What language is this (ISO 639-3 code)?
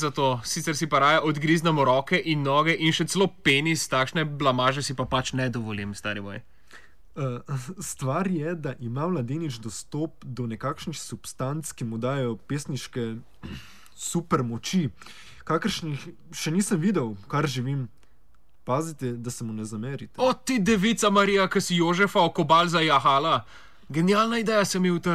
slv